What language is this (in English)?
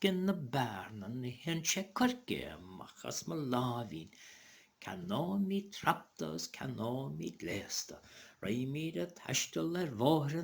Irish